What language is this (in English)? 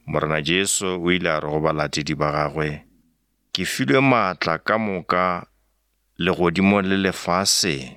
Northern Sotho